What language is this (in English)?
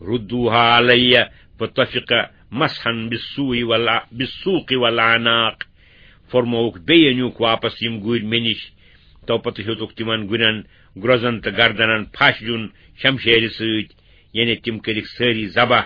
Kashmiri